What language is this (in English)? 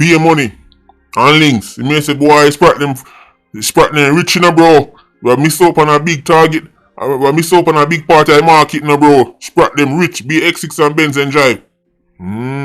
Jamaican Creole English